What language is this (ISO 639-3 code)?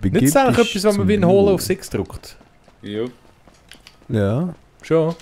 gsw